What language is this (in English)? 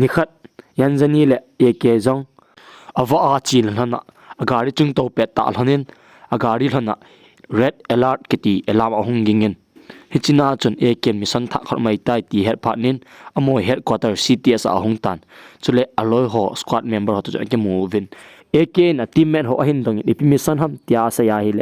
Thado Chin